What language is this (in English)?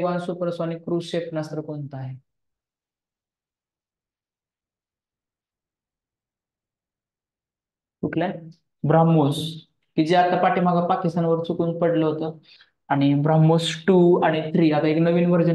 Marathi